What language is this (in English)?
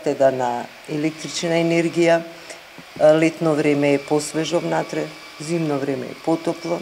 Macedonian